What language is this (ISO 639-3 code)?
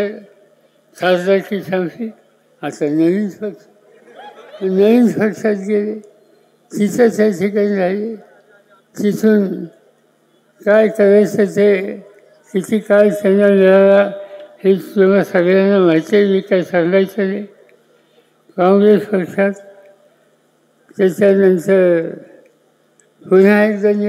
mar